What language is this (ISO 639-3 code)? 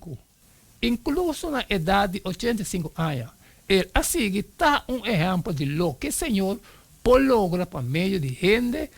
pap